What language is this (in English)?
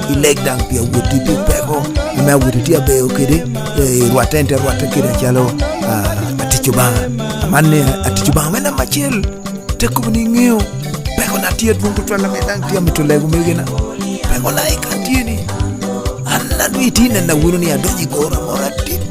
Lango (Uganda)